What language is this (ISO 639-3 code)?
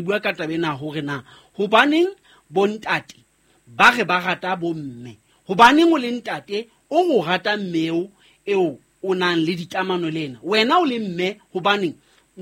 sot